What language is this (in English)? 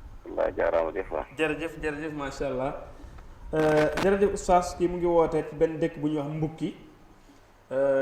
Wolof